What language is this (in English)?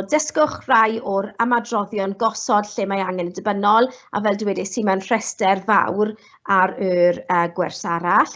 Welsh